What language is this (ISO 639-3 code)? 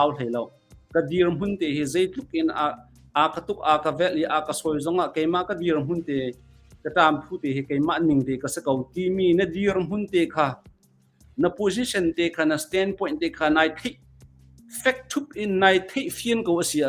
cnh